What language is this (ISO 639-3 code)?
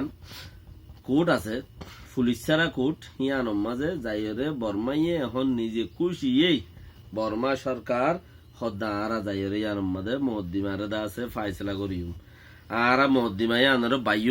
rhg